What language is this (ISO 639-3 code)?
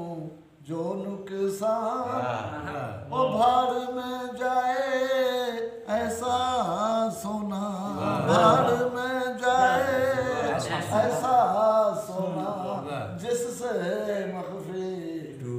skr